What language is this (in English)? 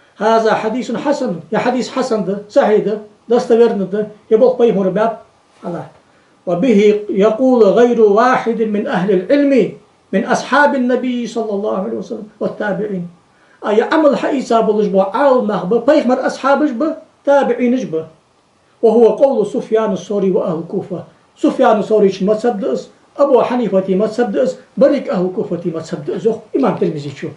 Ingush